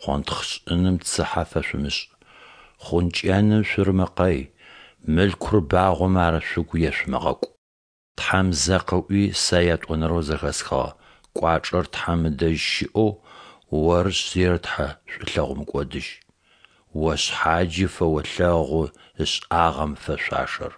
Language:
Adyghe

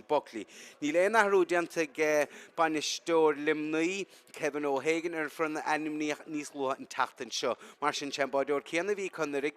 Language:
Irish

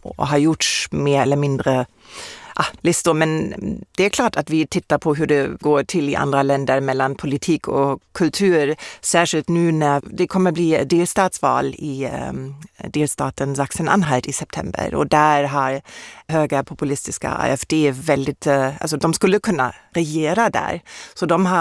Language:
Swedish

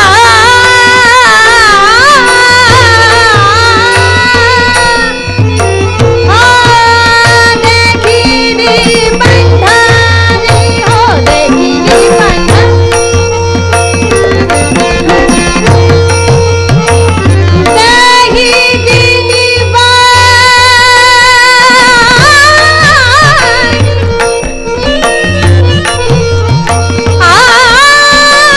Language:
Marathi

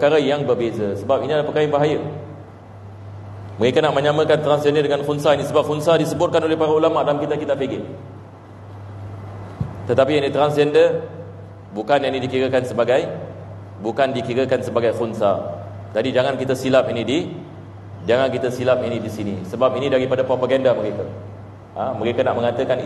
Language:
Malay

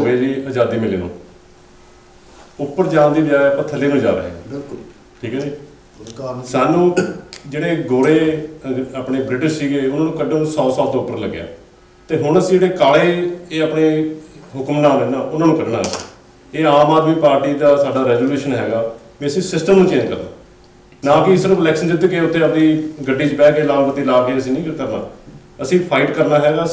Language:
Punjabi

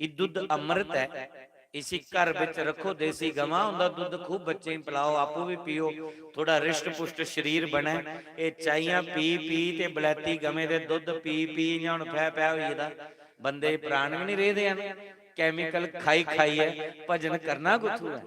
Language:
Dogri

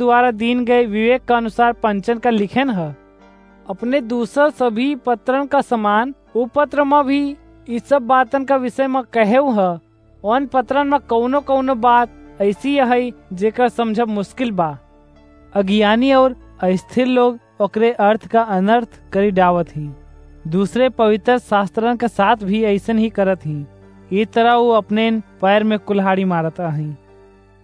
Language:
Awadhi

